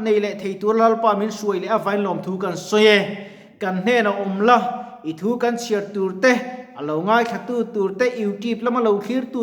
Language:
Mizo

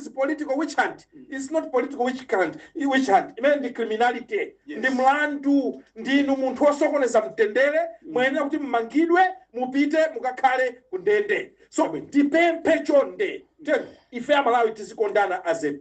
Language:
Nyanja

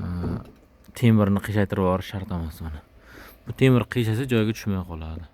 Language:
Uzbek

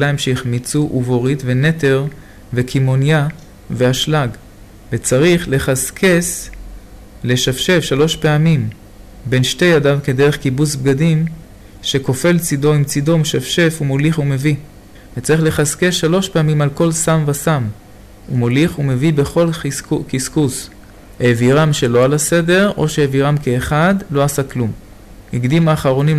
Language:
Hebrew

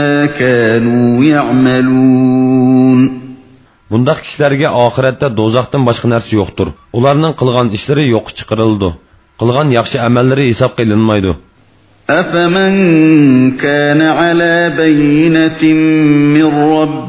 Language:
Uyghur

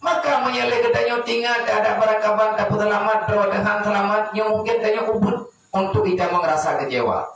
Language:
Achinese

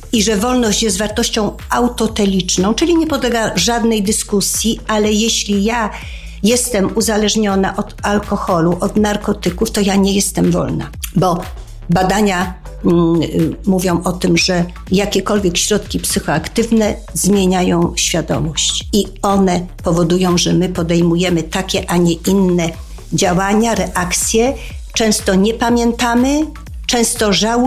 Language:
Polish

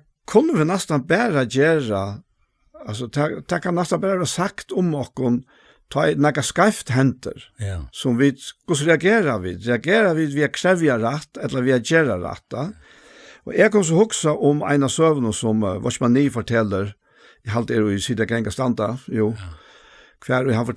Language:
Faroese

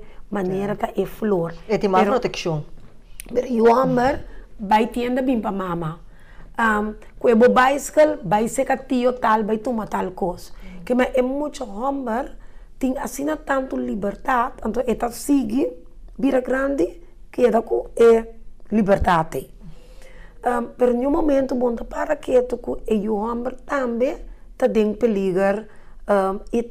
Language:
Papiamento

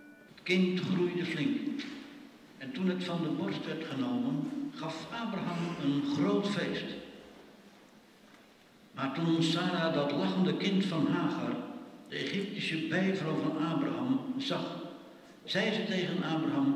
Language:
Dutch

